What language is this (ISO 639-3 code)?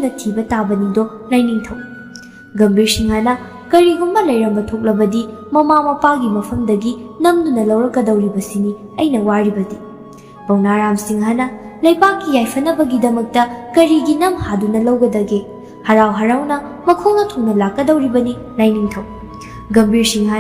mni